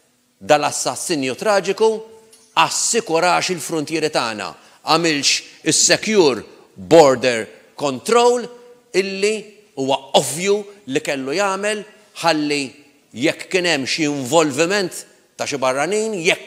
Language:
Maltese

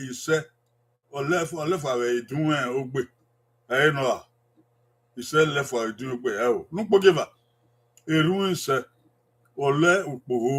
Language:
Bini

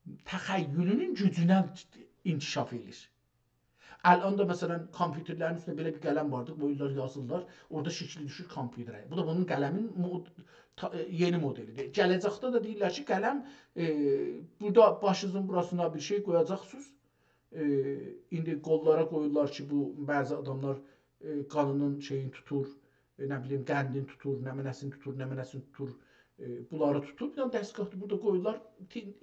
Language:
South Azerbaijani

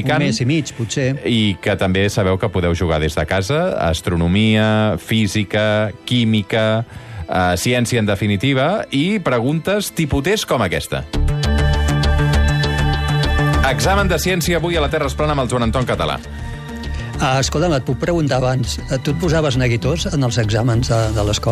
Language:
Catalan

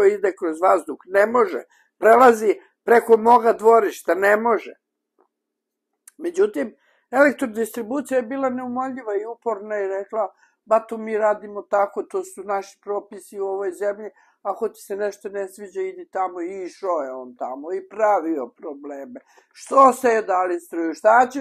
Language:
Bosnian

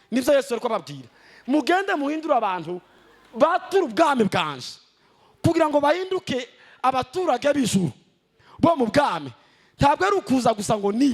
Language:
Kinyarwanda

